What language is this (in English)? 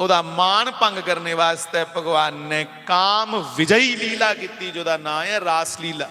Dogri